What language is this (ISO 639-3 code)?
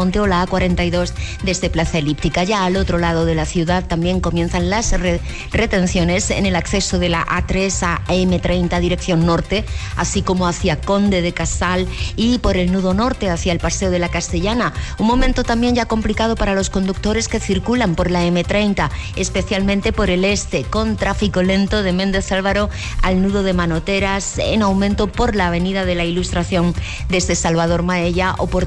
spa